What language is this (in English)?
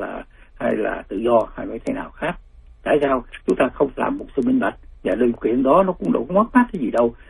Vietnamese